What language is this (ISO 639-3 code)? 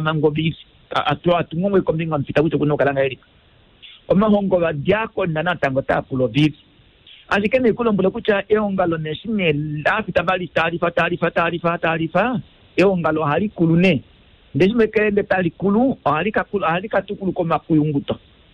kua